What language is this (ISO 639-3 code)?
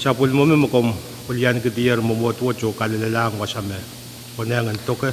pon